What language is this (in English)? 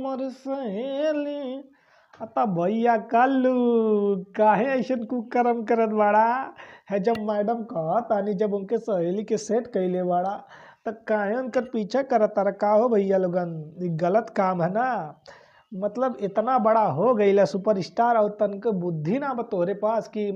Bhojpuri